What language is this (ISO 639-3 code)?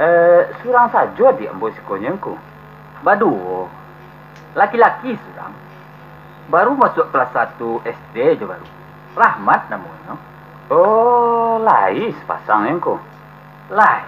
min